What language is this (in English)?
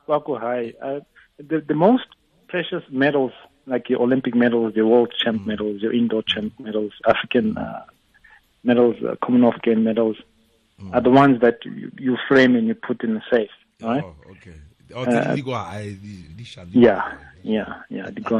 Tswana